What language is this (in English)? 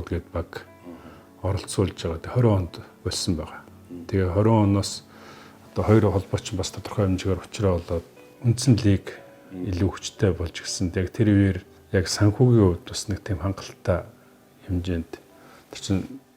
Mongolian